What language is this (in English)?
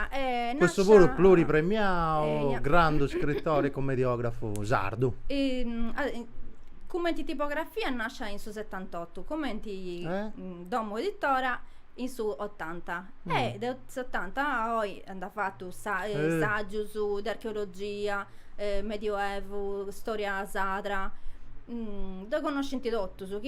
Sardinian